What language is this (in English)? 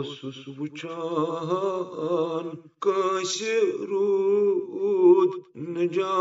Kashmiri